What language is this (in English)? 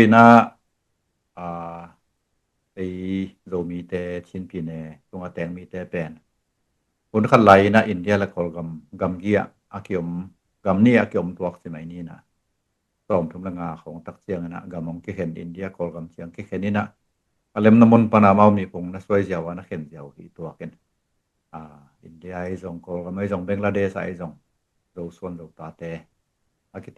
Tedim Chin